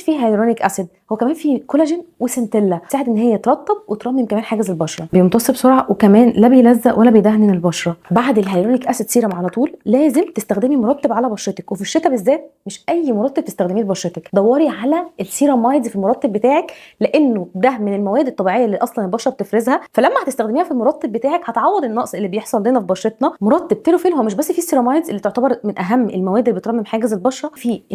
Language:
Egyptian Arabic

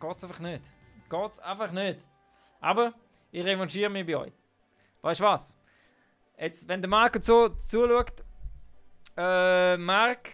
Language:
Swiss German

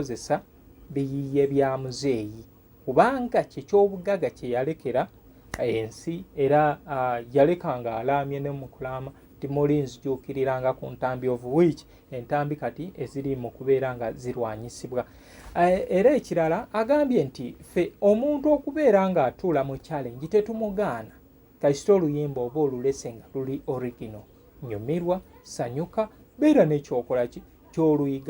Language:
Ganda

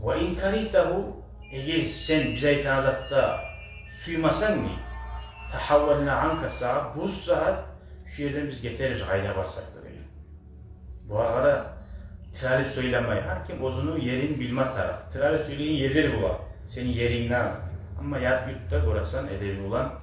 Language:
Kumyk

